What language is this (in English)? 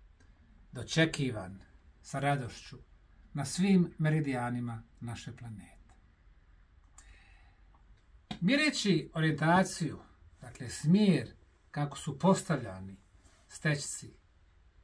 Bosnian